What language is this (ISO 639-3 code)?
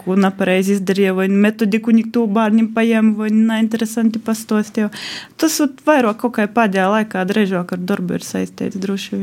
lav